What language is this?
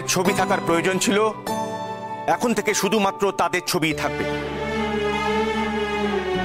Bangla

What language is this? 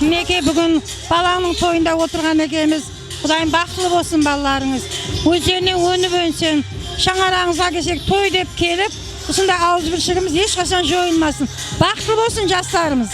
Kara-Kalpak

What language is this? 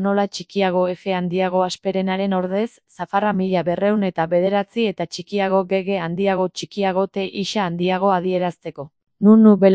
Basque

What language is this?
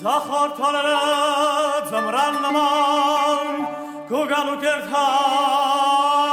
Armenian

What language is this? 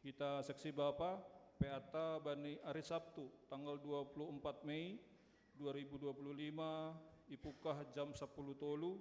Batak Simalungun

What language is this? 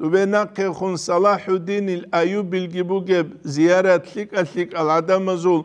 Avaric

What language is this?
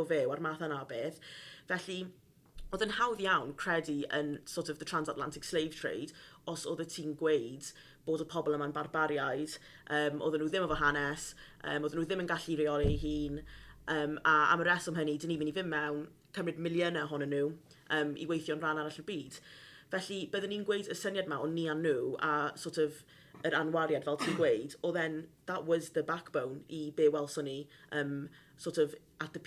Welsh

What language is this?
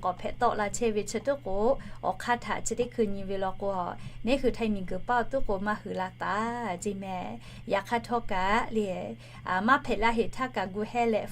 Lahu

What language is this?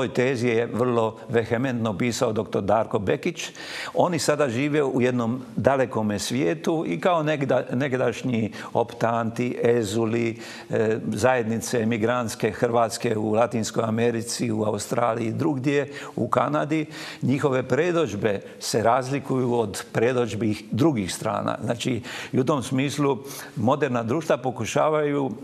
Croatian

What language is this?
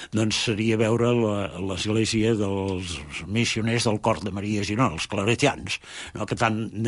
Catalan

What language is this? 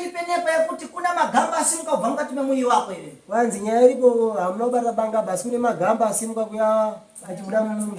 Shona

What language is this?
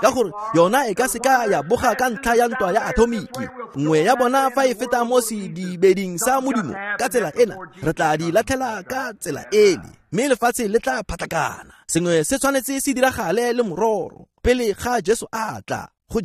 Tswana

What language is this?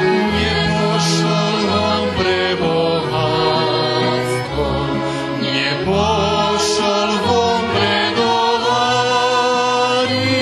Rusyn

